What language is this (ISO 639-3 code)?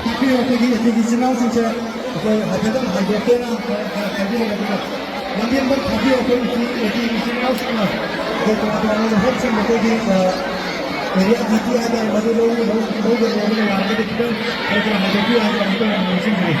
mni